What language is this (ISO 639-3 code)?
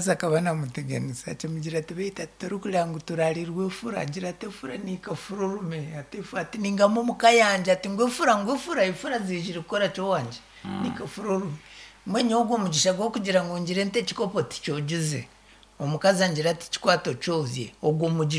nyn